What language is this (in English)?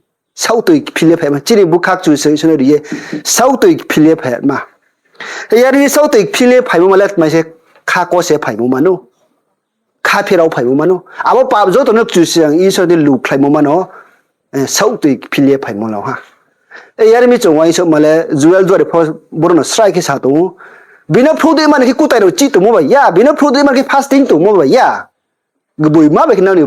Riang (India)